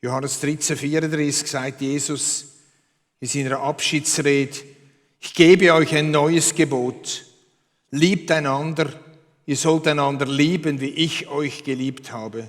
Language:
Swiss German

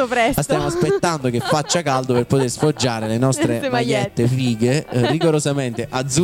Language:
Italian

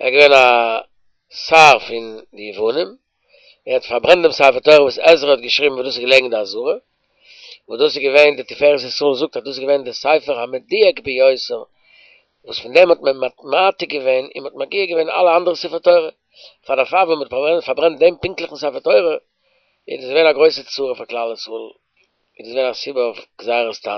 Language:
Yiddish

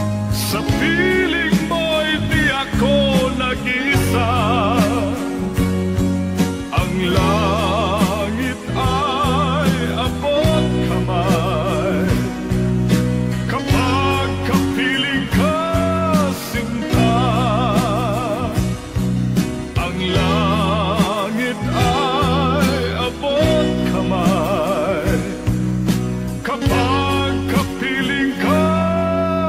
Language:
Filipino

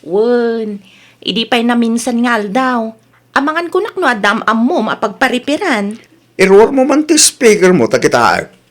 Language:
Iloko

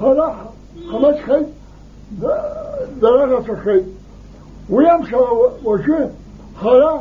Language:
Abkhazian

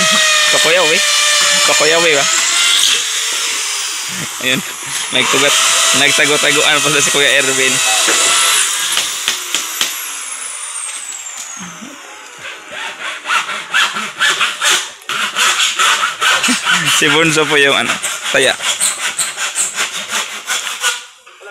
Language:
Filipino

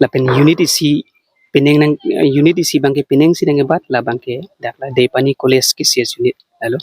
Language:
Karbi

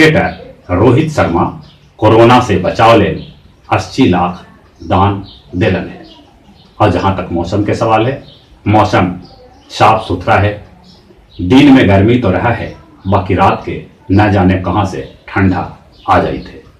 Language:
Magahi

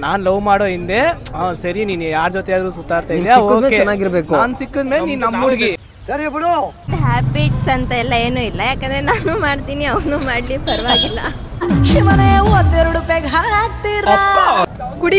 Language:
Kannada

